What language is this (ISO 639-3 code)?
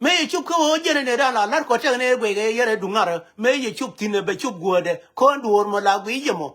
nus